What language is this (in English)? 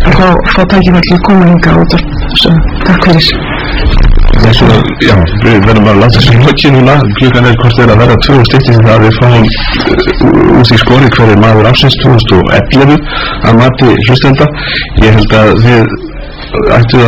Icelandic